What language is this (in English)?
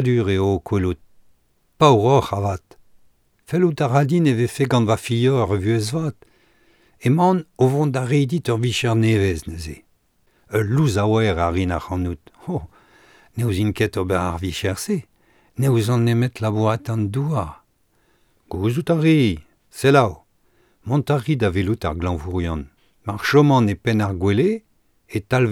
Breton